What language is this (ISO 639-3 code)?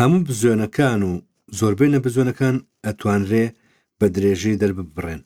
ckb